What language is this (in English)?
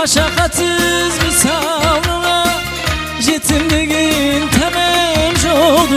Kara-Kalpak